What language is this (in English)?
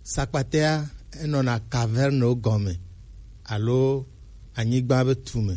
Gen